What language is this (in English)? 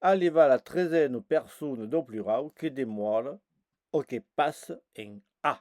Occitan